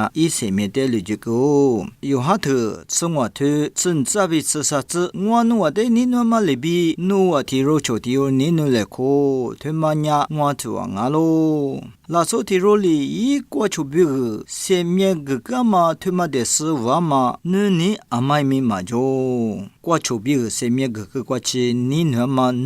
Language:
Lisu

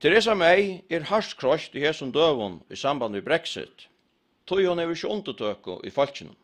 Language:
Faroese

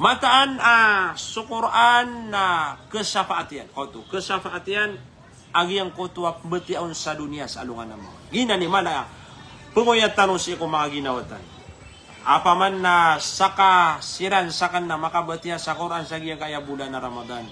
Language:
Maranao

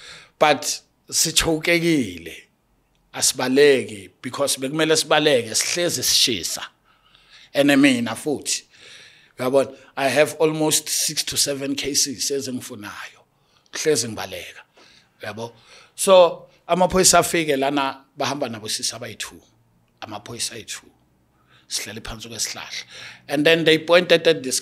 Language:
Zulu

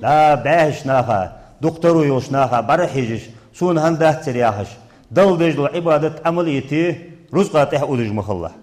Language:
Ingush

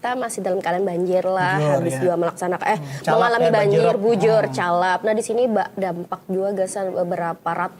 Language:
Banjar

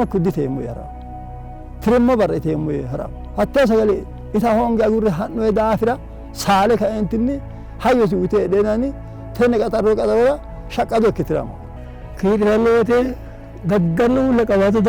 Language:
Sidamo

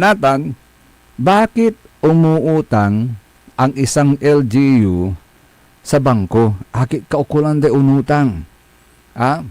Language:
Pangasinan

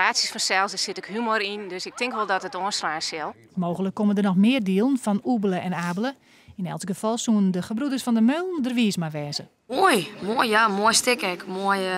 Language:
Western Frisian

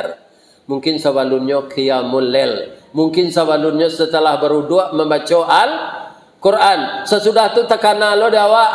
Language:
Minangkabau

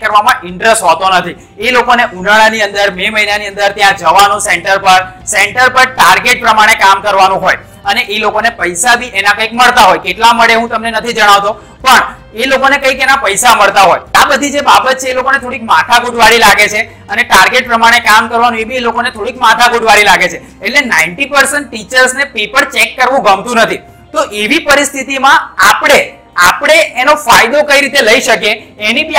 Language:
Gujarati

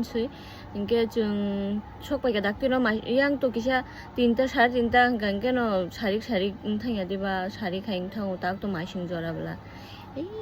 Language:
Kok Borok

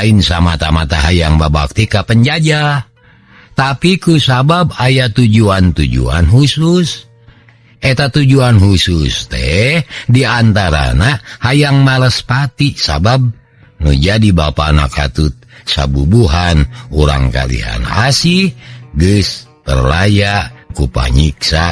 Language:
Sundanese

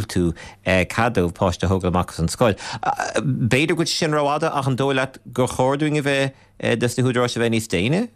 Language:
Irish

